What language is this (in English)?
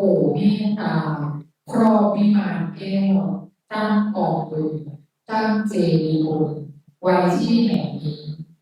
Pali